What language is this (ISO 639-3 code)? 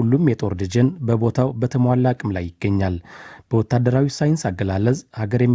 amh